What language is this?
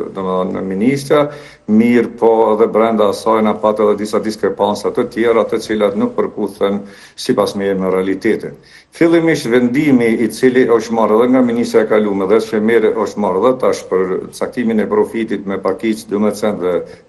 Albanian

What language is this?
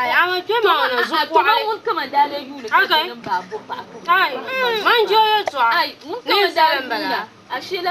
Dagbani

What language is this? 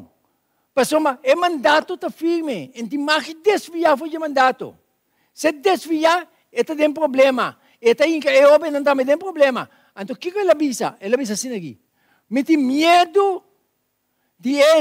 Papiamento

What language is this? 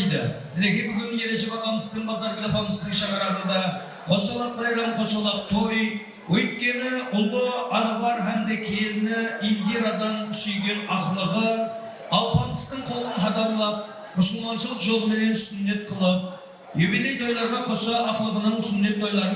Kara-Kalpak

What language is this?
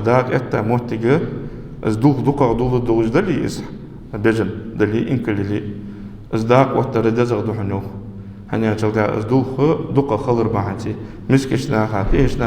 Ingush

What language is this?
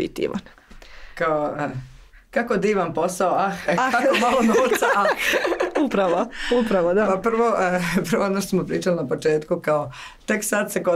Croatian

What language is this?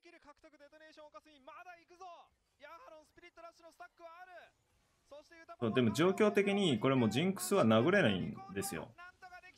Japanese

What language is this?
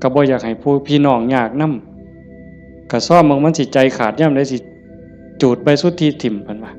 Northeastern Thai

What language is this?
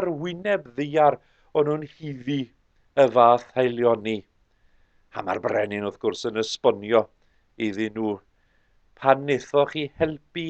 Welsh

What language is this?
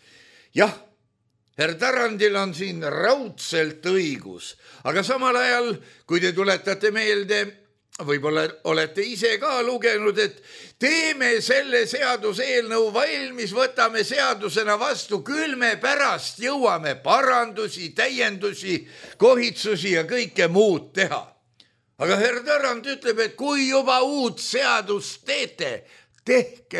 Estonian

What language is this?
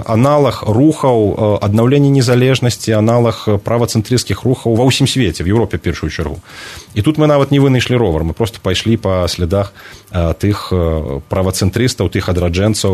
Belarusian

